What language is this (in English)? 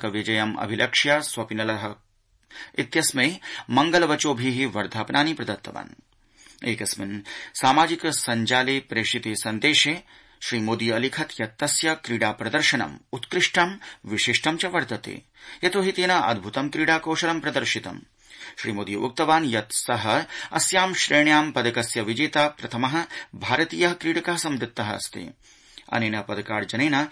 Sanskrit